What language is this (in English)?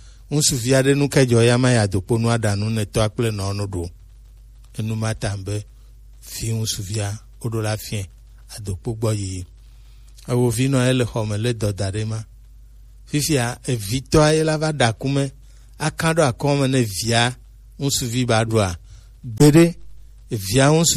Gen